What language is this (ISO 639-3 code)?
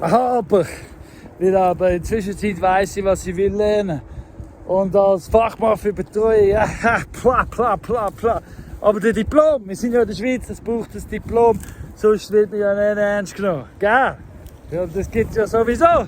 gsw